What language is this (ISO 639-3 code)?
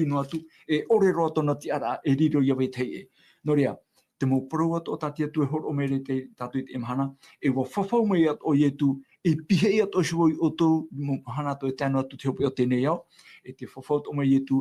tah